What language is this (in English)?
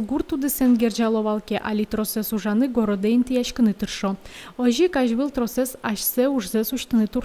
Udmurt